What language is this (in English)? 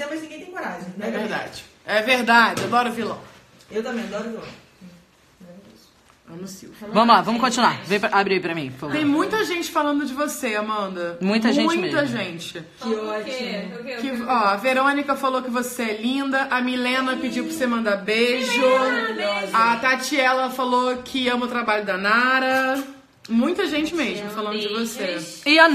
Portuguese